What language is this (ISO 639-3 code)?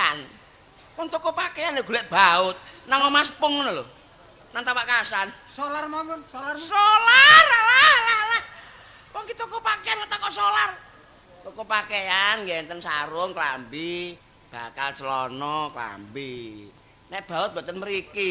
jav